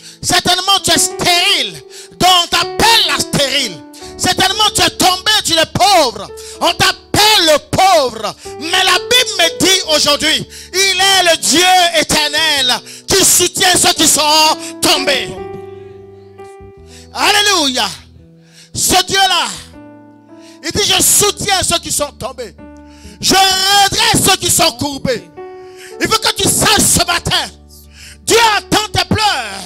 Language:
French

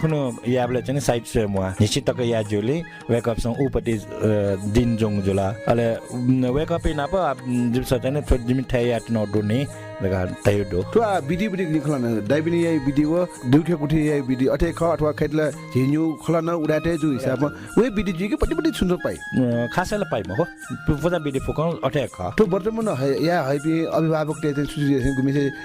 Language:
Newari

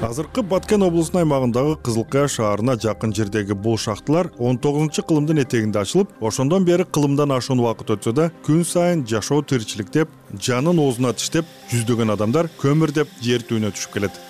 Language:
Kyrgyz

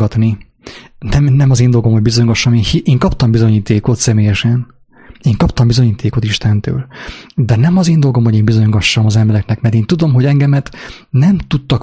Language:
Hungarian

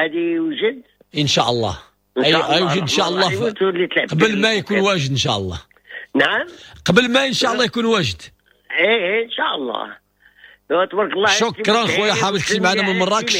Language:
Moroccan Arabic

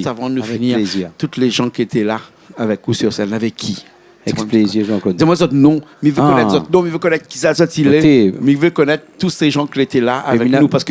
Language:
Réunion Creole French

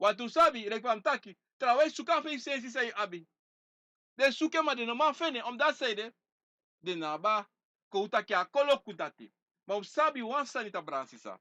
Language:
Sranan Tongo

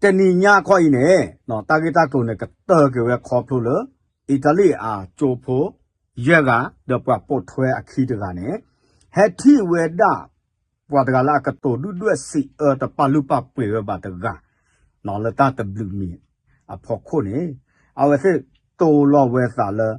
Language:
S'gaw Karen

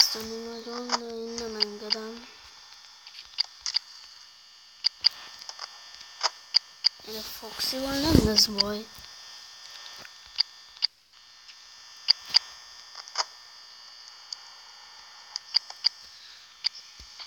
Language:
Hungarian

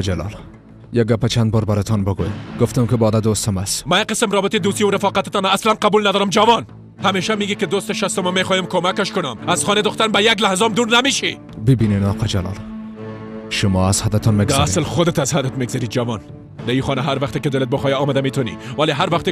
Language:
Persian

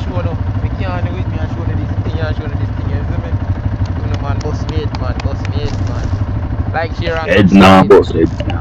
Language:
Jamaican Creole English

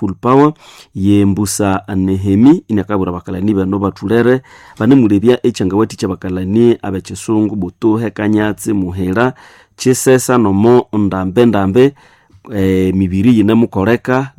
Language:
Nande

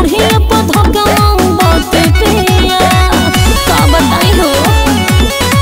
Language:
Bhojpuri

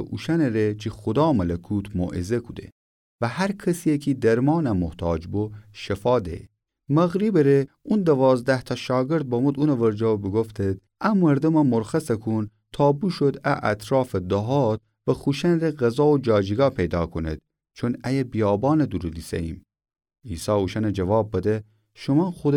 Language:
Gilaki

